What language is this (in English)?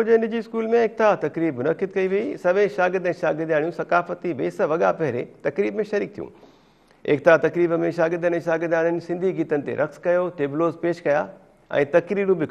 Sindhi